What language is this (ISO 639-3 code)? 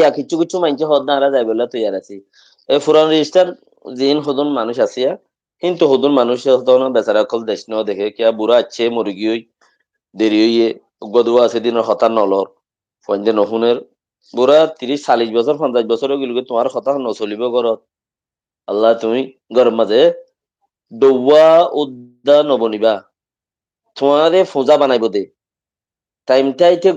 rhg